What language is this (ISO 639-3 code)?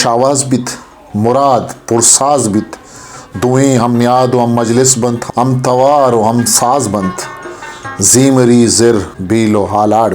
bal